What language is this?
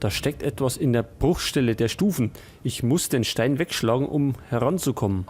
Bavarian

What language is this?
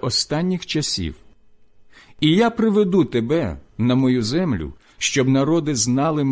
Ukrainian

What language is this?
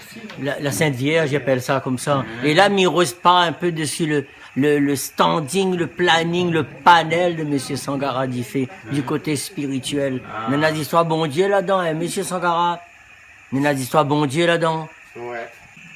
Réunion Creole French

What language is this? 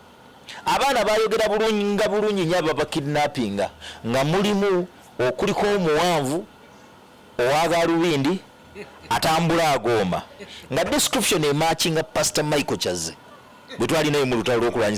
Ganda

